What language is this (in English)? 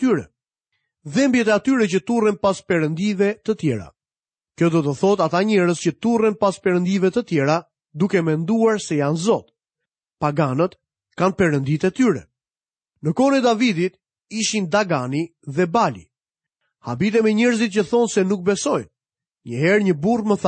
Albanian